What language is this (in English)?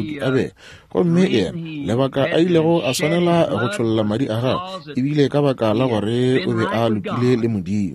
Northern Sotho